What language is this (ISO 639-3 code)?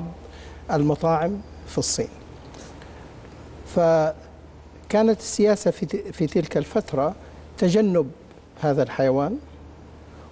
ara